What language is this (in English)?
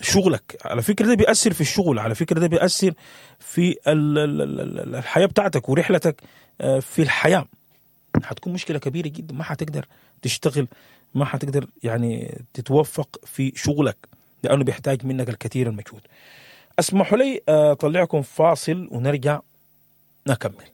Sudanese Arabic